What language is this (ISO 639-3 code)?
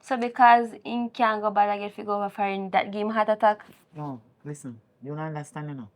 jam